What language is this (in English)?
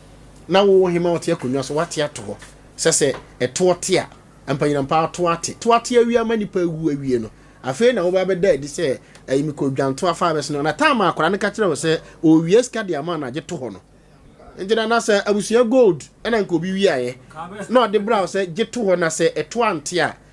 Akan